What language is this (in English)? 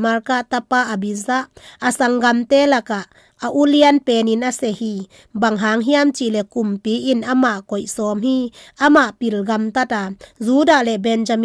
Tedim Chin